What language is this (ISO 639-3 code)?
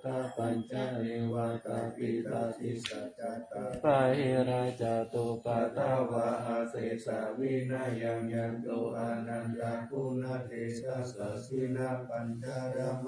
pli